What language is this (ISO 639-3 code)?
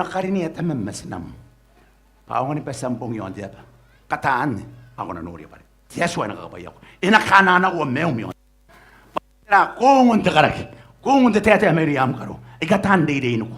gil